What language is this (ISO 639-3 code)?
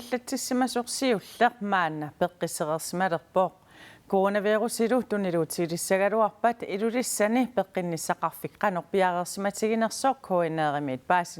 kal